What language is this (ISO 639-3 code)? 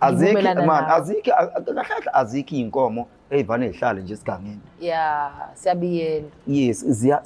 zul